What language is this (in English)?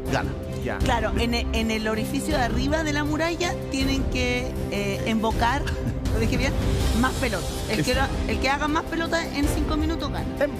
Spanish